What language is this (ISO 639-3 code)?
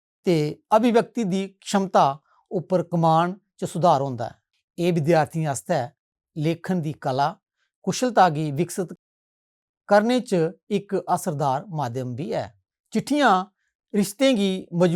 doi